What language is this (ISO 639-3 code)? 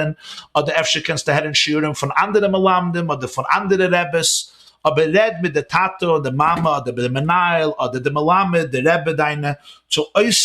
yid